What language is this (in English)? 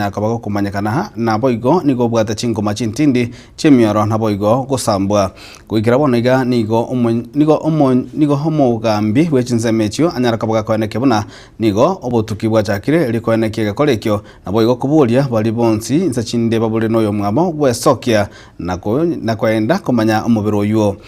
Gusii